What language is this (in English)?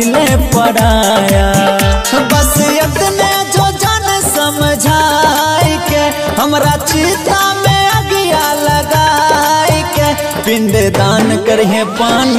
Bhojpuri